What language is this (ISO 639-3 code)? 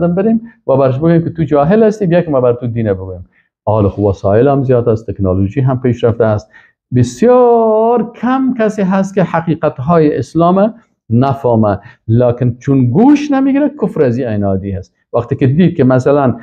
fas